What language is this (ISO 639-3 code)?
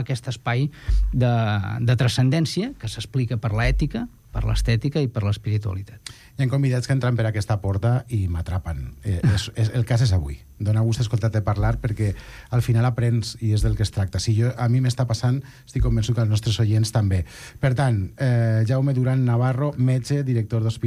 cat